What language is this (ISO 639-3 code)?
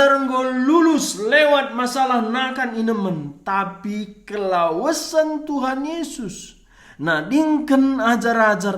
btx